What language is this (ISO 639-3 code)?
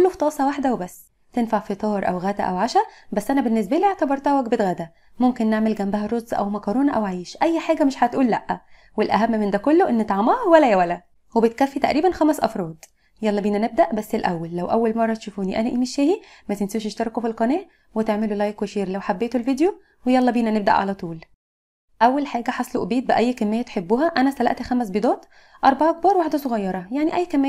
arz